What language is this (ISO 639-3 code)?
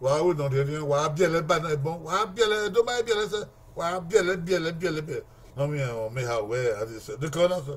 bin